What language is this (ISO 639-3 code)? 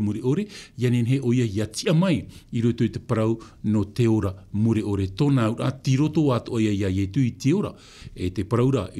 tah